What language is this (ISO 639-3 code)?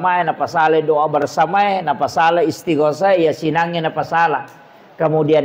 bug